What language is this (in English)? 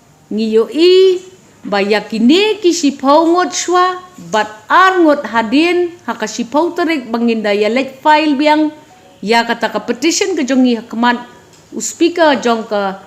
Khasi